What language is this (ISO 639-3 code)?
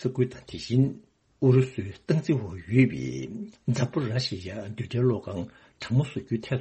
bod